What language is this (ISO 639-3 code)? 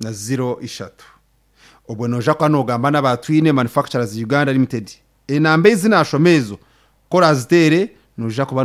nyn